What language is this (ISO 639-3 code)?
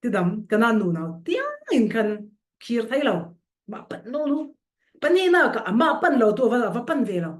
cfm